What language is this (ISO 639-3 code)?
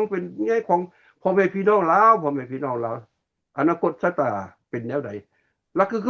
lao